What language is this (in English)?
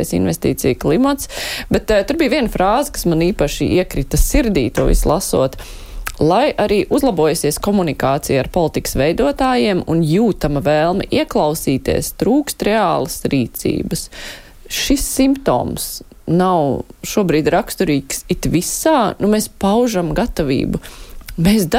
Latvian